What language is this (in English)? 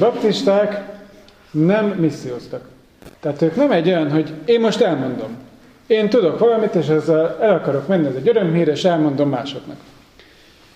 Hungarian